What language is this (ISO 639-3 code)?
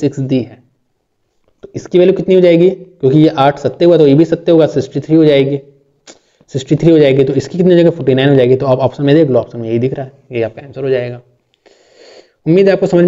hin